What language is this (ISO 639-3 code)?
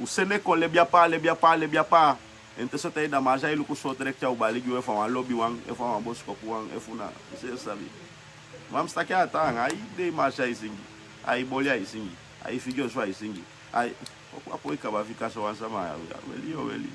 srn